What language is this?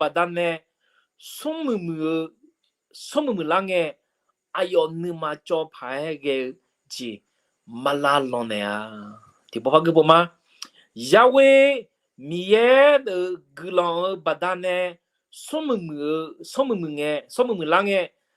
Akha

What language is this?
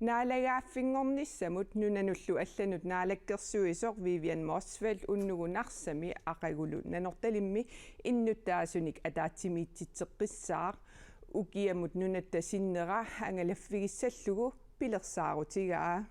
Kalaallisut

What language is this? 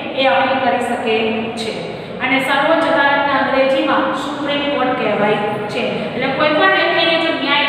Gujarati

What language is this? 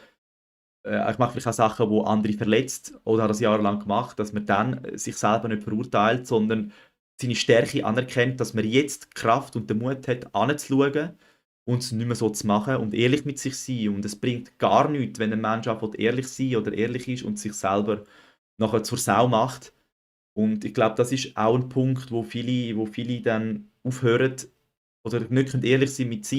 Swiss German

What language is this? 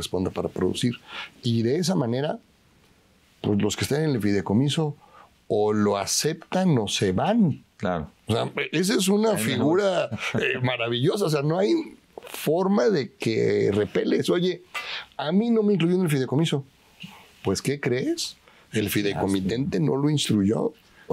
Spanish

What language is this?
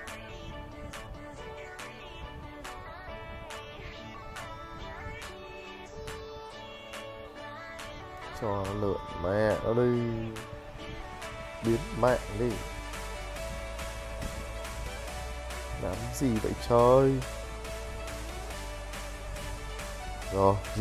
Vietnamese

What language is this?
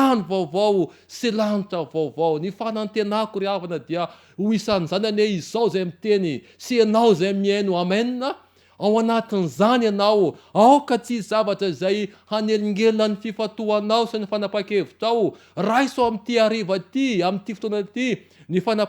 Malagasy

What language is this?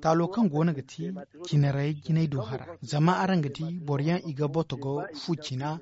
Zarma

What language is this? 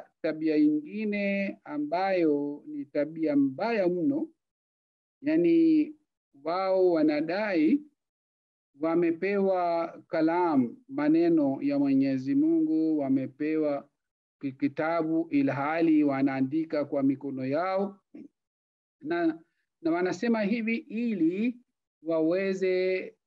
Swahili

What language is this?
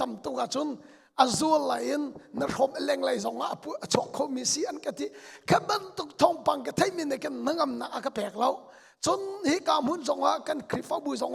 Hakha Chin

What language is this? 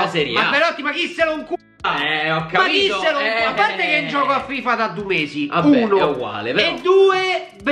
Italian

